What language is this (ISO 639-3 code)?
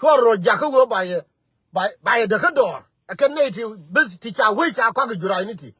nus